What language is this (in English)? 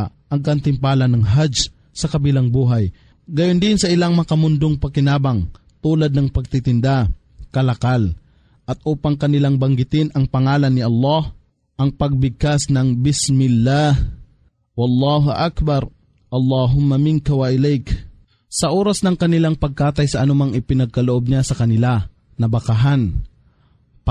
Filipino